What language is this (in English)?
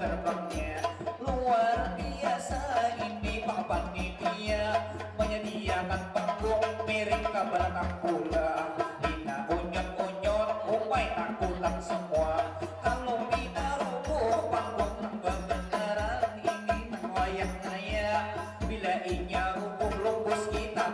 Banjar